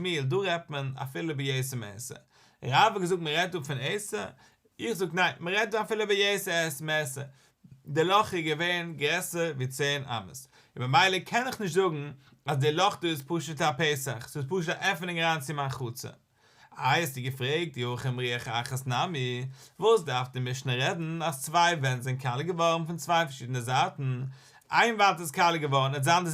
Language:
Yiddish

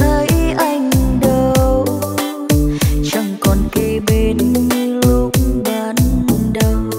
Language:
Vietnamese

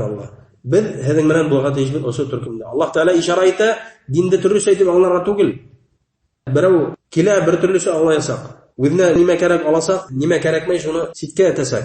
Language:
Bashkir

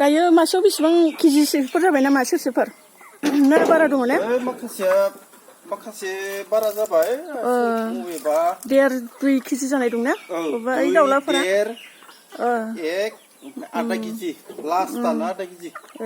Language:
Bodo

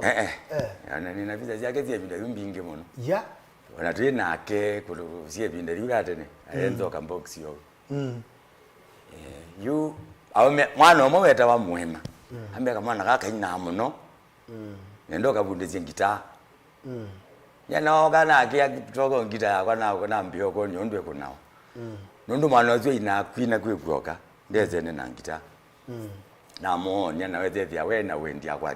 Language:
Kamba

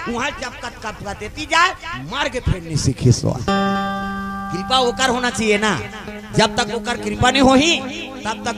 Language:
Chhattisgarhi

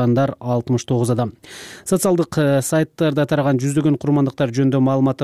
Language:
Kyrgyz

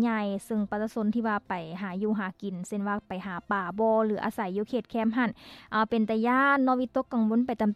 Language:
Lao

